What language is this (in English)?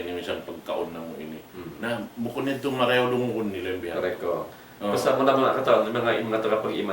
Tausug